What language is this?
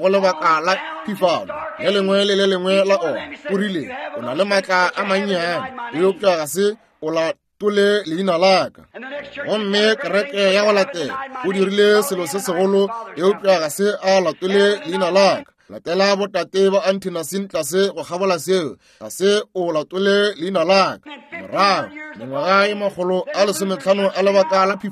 Northern Sotho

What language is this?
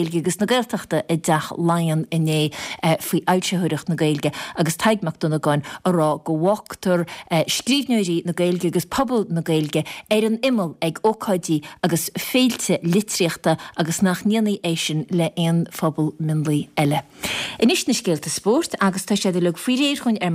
Irish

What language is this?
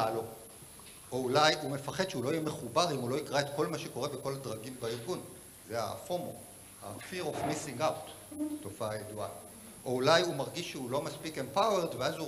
Hebrew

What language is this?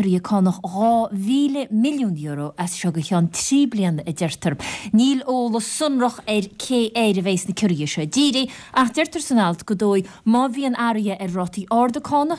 Irish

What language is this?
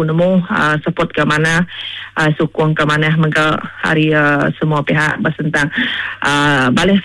Iban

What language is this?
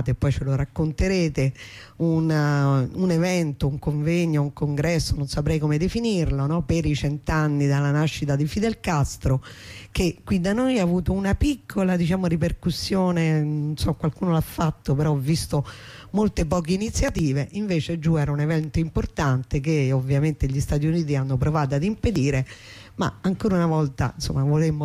Italian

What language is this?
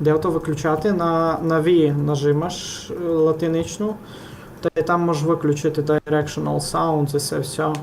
Rusyn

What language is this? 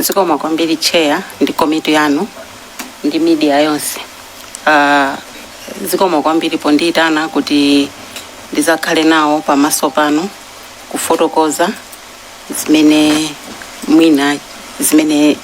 Nyanja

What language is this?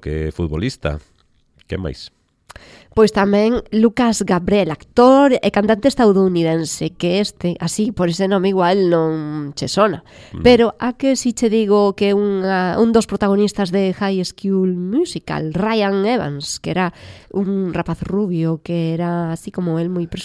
Galician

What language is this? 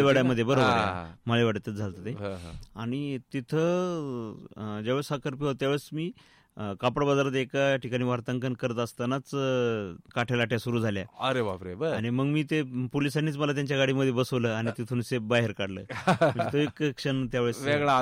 Marathi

